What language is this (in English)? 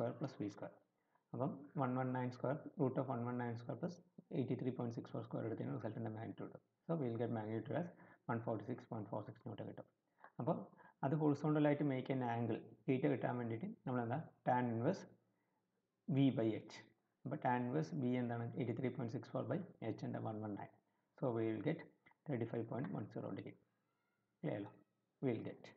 Malayalam